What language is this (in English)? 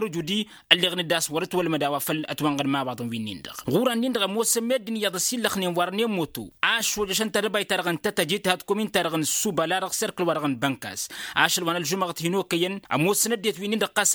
Tamasheq